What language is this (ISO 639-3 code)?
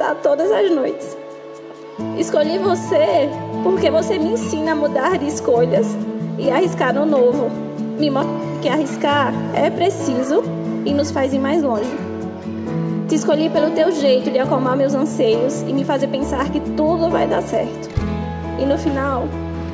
por